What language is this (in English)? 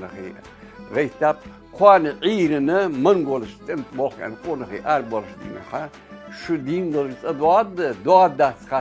Ingush